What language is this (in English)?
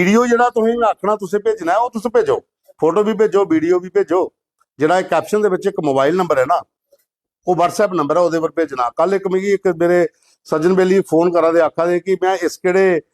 Dogri